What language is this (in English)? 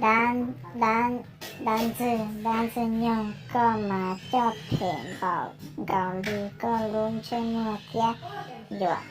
Hmong